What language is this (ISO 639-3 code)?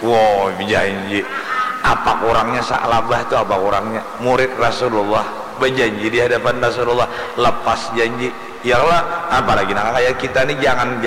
bjn